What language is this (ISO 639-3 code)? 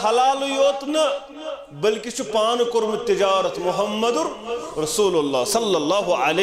kas